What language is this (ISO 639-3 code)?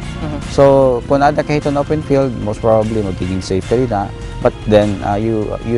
war